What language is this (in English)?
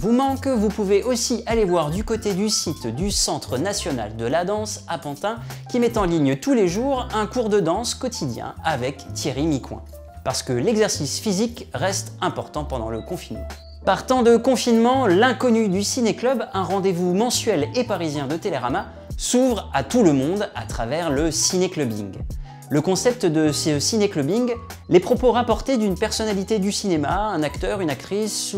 French